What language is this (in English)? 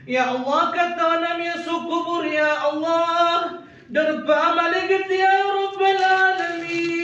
Maranao